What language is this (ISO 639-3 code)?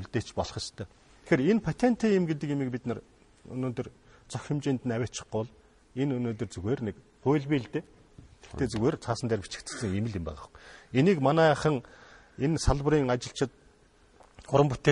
mon